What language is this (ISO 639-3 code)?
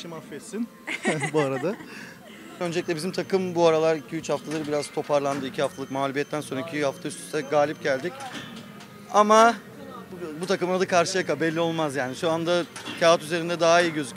tur